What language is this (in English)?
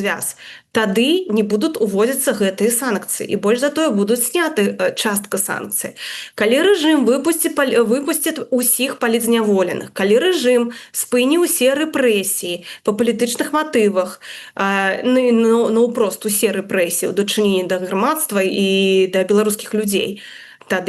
Belarusian